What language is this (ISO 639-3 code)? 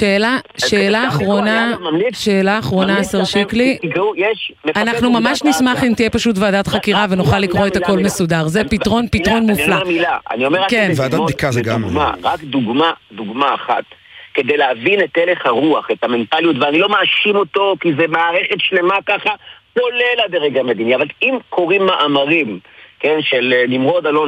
heb